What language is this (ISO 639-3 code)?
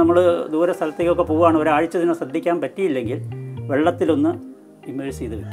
mal